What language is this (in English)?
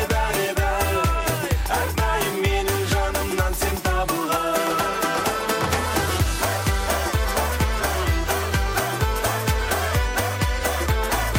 Kazakh